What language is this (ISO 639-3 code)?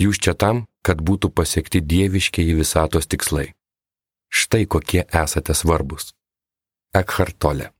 lit